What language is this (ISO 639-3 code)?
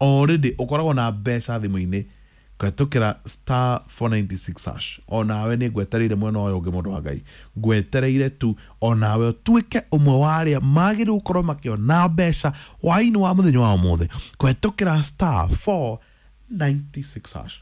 kik